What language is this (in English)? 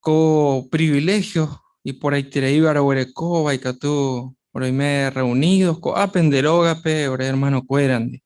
Guarani